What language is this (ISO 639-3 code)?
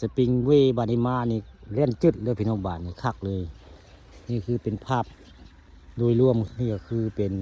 tts